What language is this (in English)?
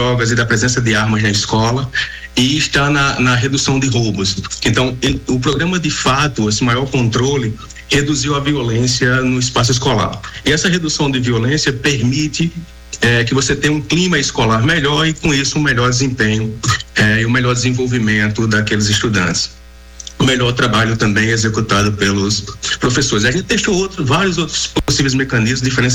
Portuguese